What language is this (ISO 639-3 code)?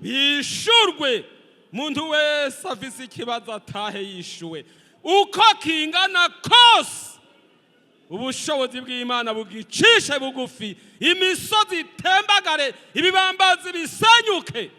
run